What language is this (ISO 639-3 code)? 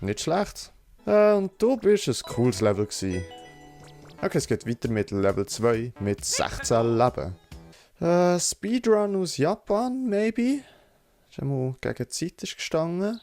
gsw